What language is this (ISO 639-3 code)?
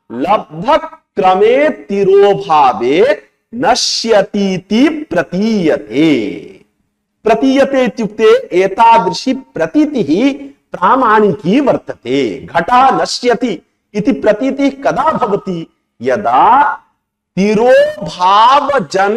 san